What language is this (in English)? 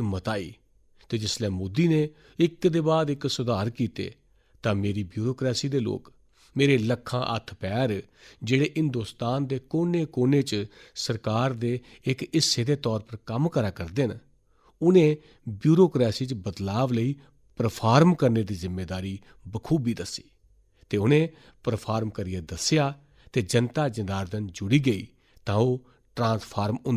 Dogri